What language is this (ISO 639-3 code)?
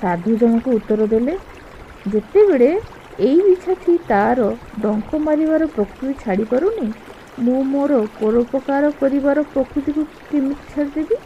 ori